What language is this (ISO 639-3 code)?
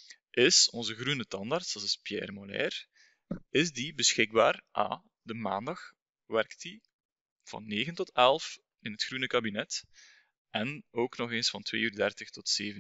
nld